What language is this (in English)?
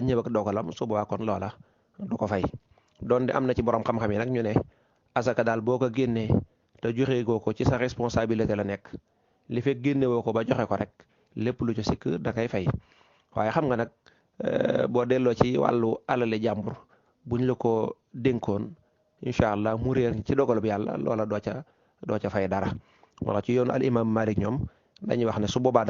Wolof